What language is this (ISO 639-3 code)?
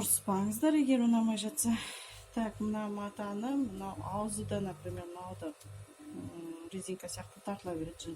kaz